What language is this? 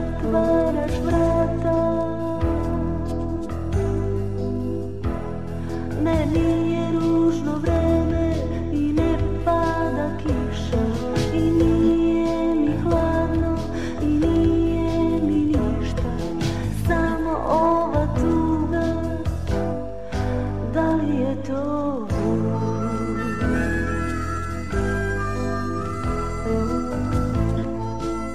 Serbian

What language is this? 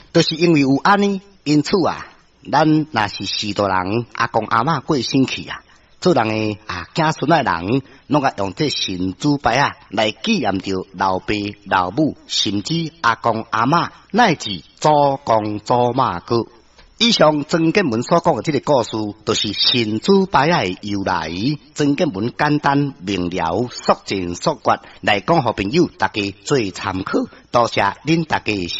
Min Nan Chinese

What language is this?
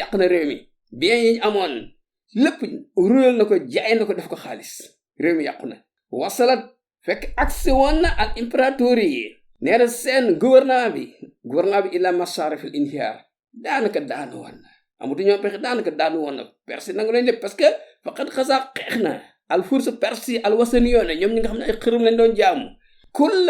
Wolof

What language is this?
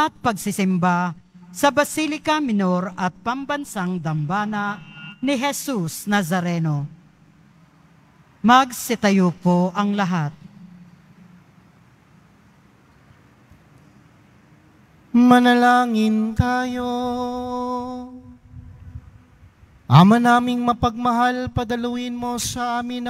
Filipino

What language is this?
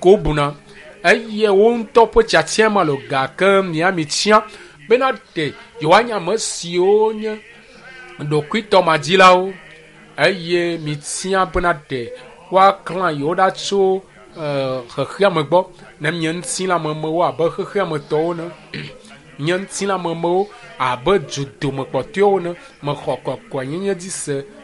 Ewe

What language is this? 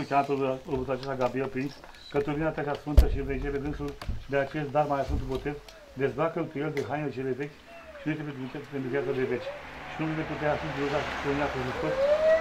Romanian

